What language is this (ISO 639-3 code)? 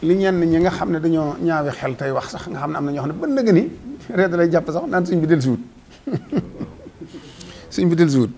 wol